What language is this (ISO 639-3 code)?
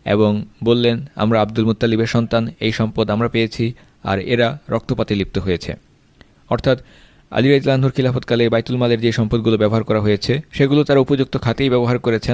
ben